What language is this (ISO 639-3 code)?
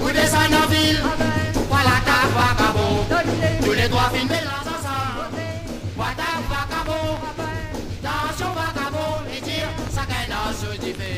mfe